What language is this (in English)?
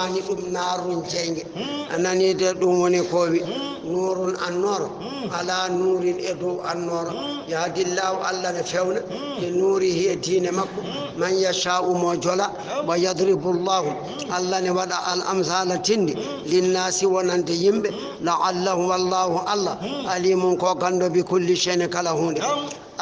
Fula